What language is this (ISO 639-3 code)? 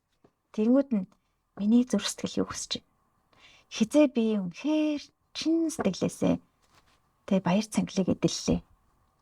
mon